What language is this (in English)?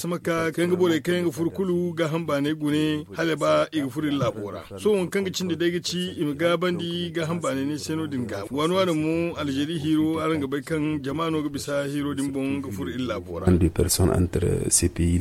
Zarma